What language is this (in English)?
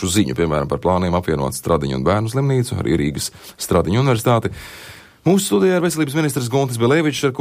Latvian